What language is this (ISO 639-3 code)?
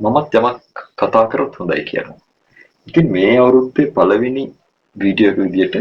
sin